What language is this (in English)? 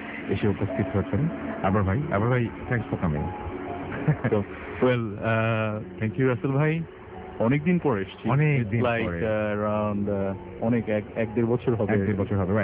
Bangla